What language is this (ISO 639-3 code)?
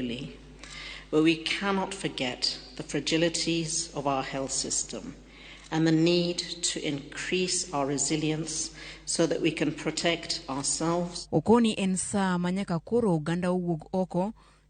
luo